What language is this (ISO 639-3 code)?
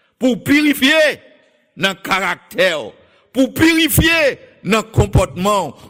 hat